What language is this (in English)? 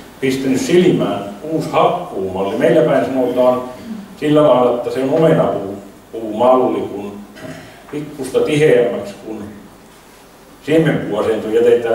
Finnish